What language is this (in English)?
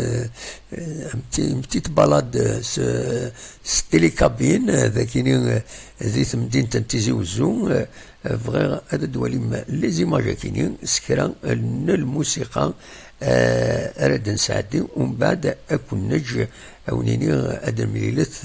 Kabyle